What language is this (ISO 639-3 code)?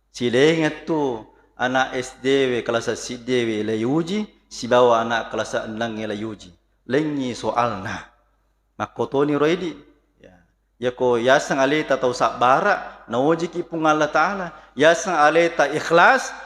bug